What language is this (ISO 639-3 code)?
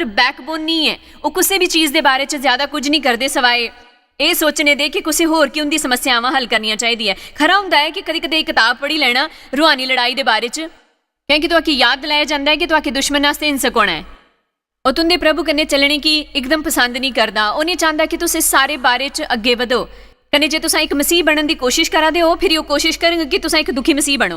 doi